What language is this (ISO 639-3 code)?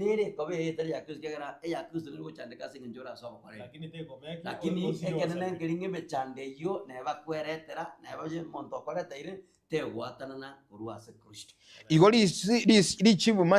guz